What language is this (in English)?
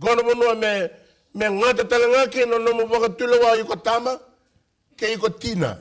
Fijian